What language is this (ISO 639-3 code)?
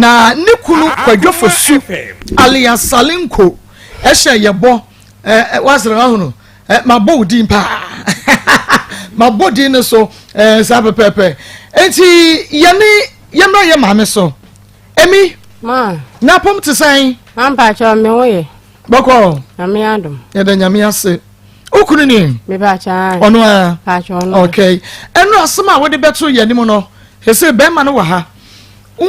aka